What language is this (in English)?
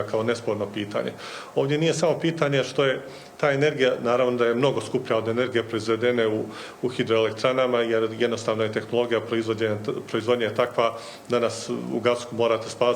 Bosnian